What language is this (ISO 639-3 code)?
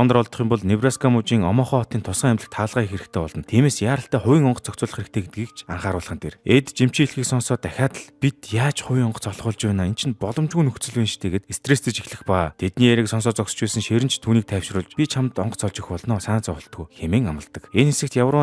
mon